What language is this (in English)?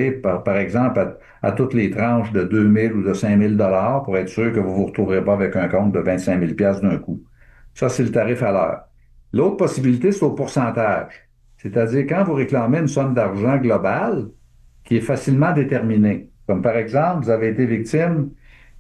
French